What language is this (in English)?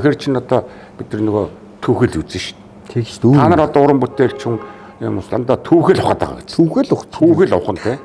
Mongolian